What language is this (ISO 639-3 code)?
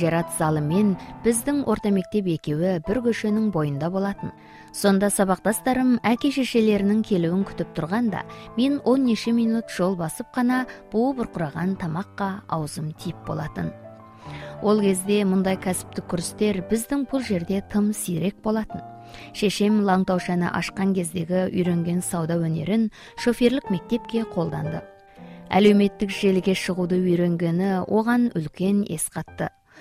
kaz